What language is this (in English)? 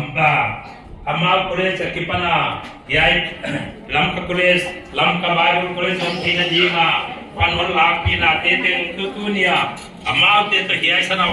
Paite Chin